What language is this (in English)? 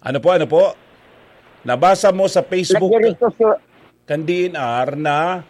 Bikol